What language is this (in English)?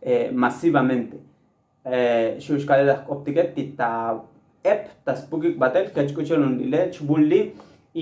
Tzotzil